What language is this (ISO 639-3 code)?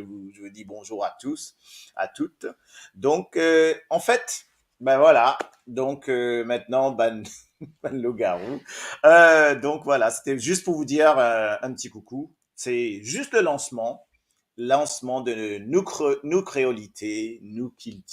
mfe